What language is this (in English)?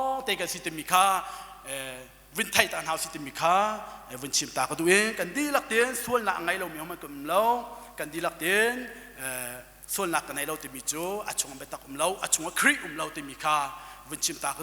Hakha Chin